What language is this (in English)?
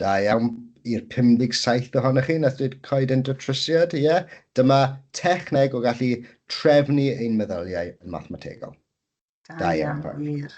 Welsh